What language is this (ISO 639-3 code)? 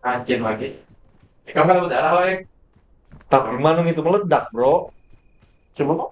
bjn